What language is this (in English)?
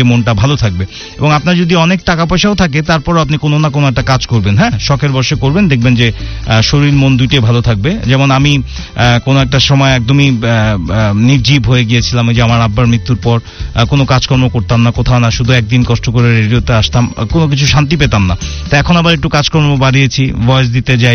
Bangla